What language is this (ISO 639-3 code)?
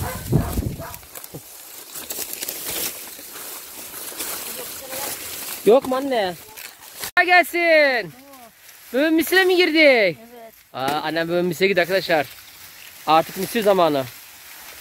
tur